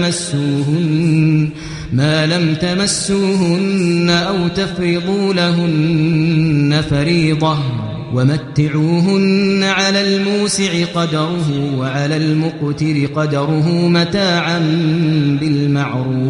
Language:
Kashmiri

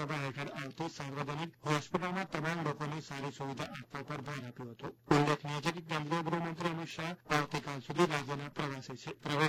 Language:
Gujarati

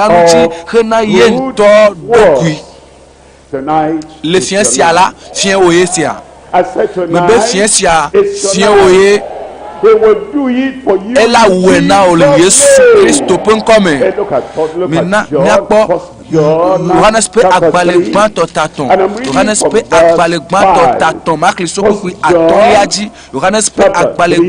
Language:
Ewe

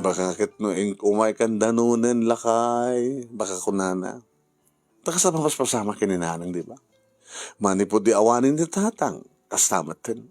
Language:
Iloko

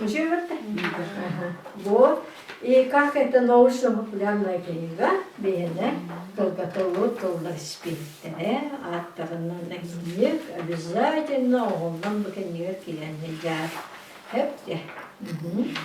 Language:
Yakut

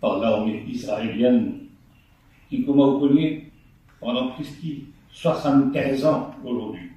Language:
Morisyen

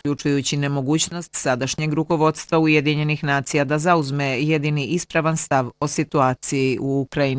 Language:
Bosnian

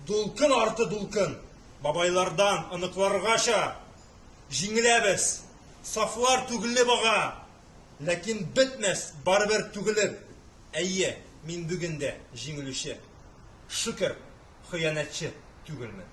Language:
Tatar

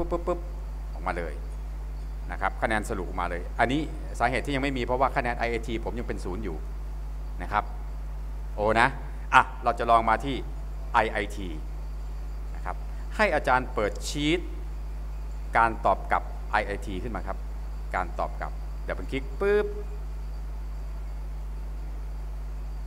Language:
Thai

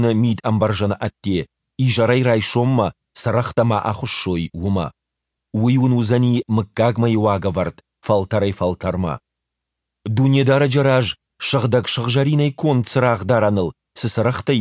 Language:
Ossetic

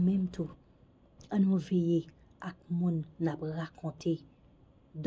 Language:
Haitian Creole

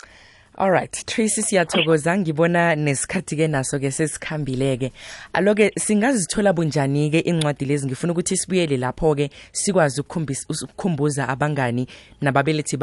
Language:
South Ndebele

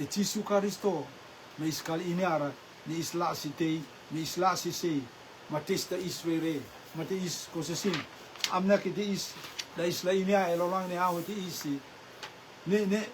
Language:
Rotuman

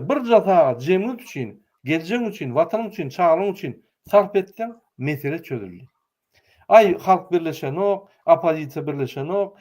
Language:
Turkmen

